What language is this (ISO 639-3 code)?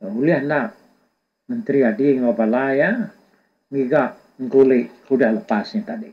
iba